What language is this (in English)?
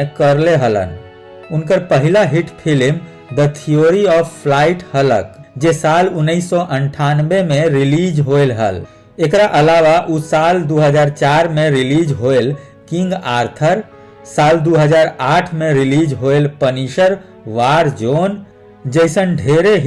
Magahi